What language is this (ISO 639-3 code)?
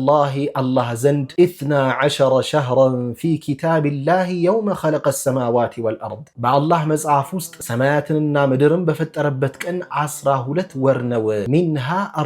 amh